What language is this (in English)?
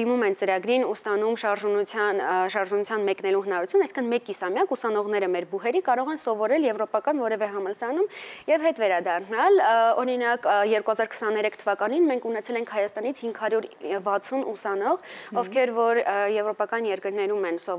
Armenian